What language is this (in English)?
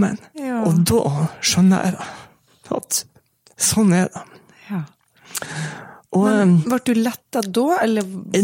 Norwegian